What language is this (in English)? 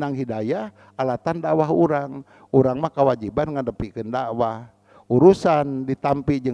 Sundanese